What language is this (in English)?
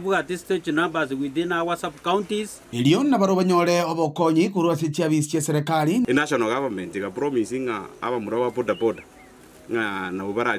Gusii